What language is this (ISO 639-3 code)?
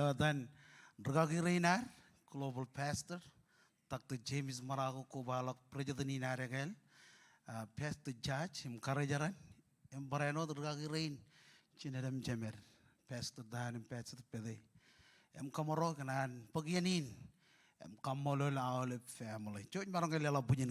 mah